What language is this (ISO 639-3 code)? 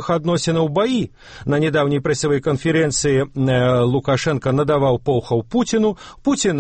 bel